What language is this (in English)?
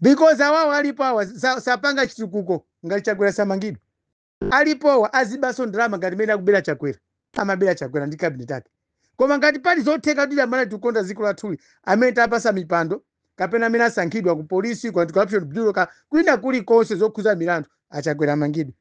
Nyanja